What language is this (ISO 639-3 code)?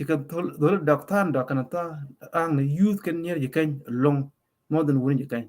nus